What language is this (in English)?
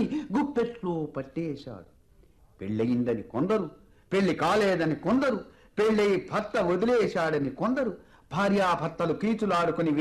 Telugu